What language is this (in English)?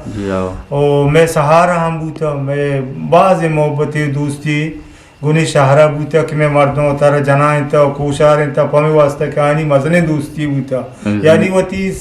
Eastern Balochi